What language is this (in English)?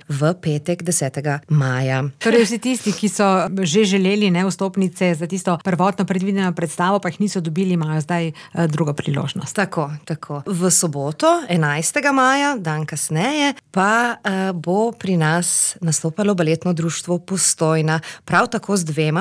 Slovenian